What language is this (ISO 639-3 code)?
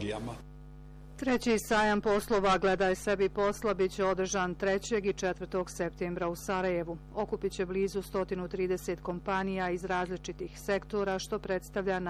bos